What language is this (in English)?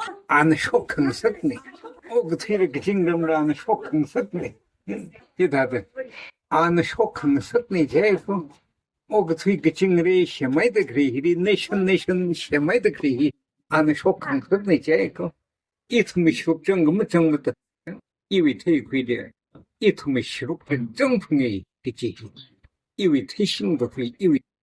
Tangkhul Naga (India)